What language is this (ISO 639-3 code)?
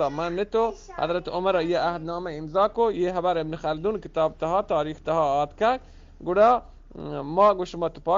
bgp